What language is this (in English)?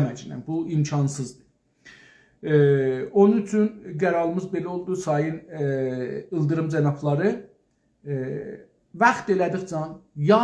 South Azerbaijani